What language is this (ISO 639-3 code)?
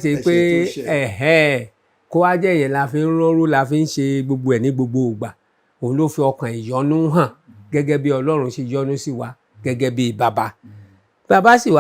yor